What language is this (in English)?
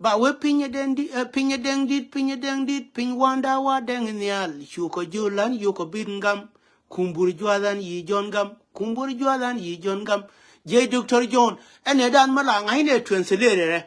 Nuer